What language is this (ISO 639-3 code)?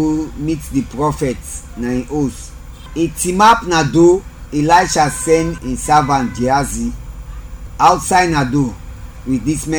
kri